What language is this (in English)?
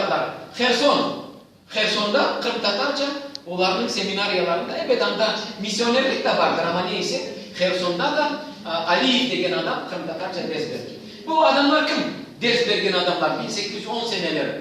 Crimean Tatar